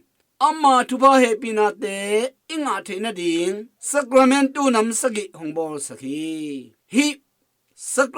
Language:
Tedim Chin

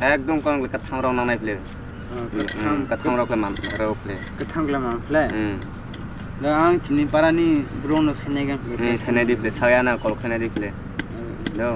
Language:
Kok Borok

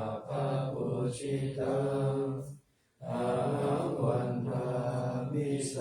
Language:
Pali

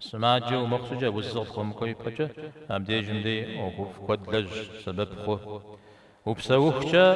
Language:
Kabardian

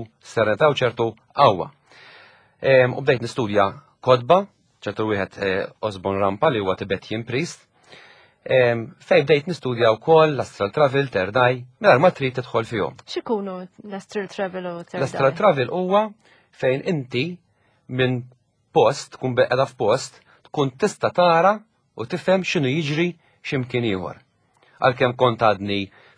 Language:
Maltese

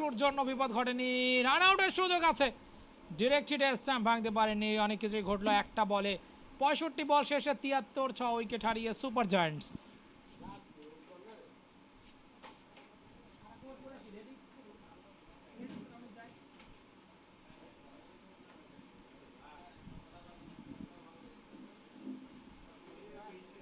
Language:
Bangla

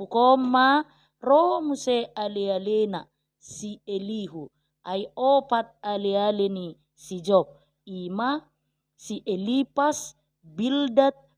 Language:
Batak Toba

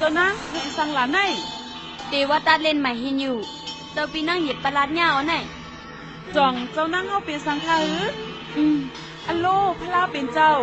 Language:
Shan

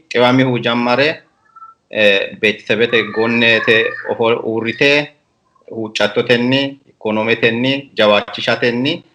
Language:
Sidamo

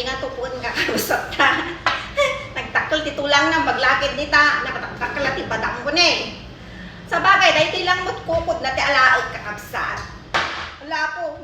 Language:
Iloko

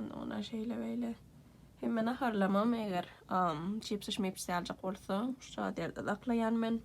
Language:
Turkmen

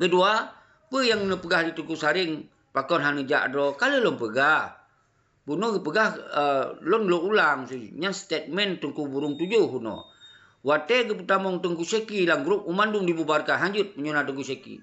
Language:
Achinese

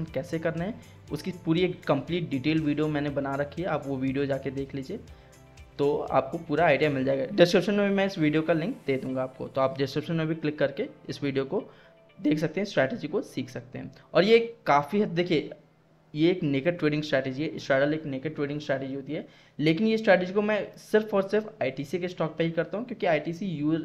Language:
Hindi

